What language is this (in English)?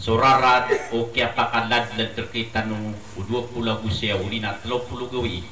Maranao